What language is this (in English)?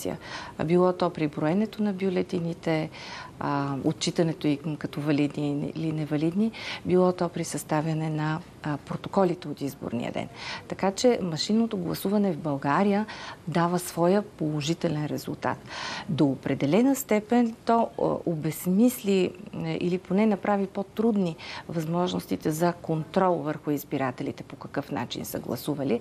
Bulgarian